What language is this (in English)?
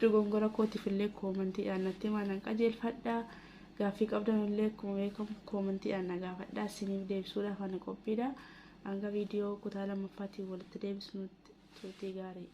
Oromo